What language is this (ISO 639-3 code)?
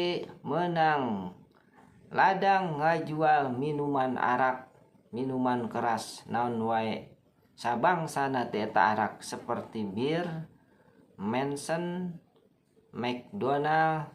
sun